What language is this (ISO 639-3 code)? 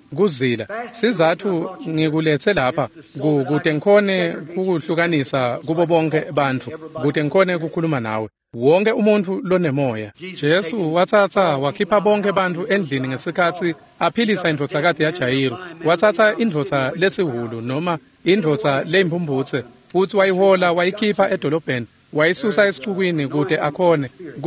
ssw